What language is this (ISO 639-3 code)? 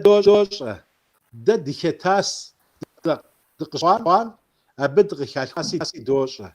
kbd